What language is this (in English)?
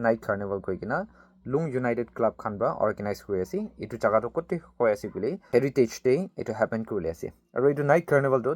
Naga Pidgin